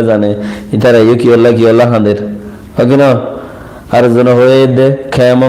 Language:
Rohingya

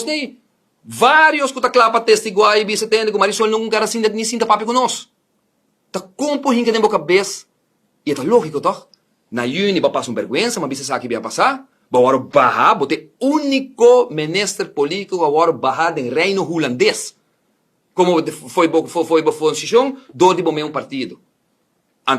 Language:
Papiamento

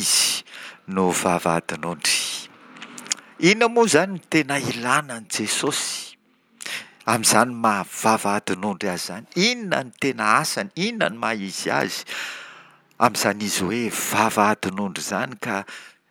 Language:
Malagasy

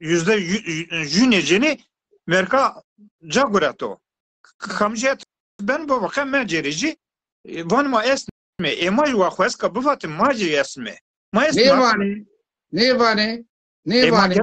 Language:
Zaza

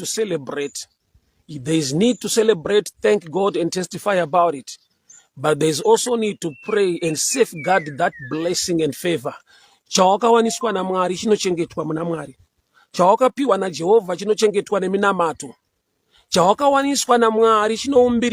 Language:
Shona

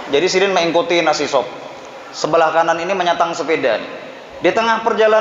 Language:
Banjar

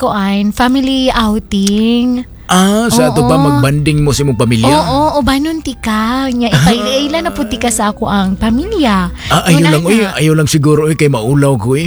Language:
Cebuano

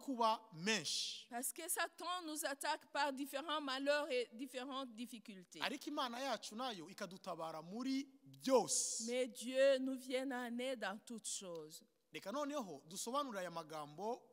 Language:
Kinyarwanda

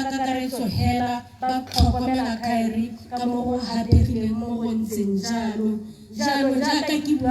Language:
Tswana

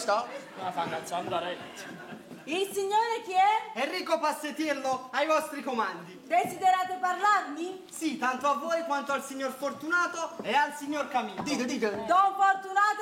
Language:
Neapolitan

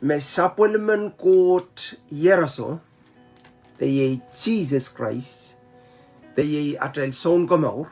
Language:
Pohnpeian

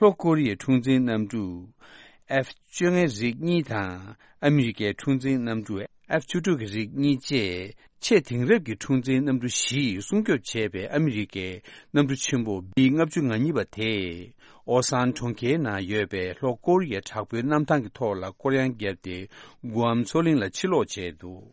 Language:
Tibetan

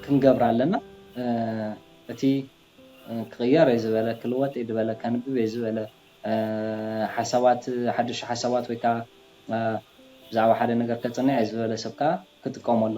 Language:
Tigrinya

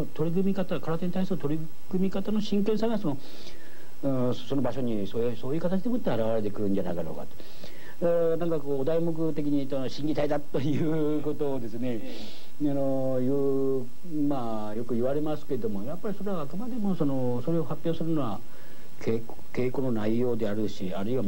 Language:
Japanese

